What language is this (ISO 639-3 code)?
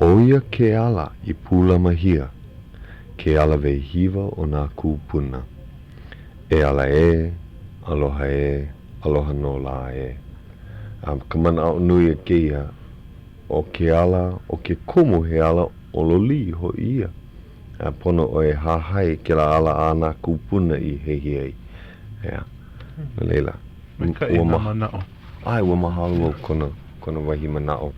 haw